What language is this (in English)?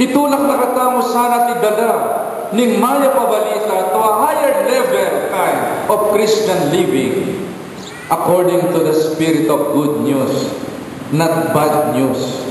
Pampanga